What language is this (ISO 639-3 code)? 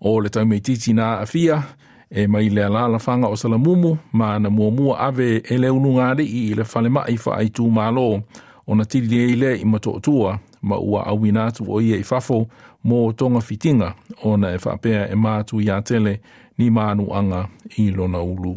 smo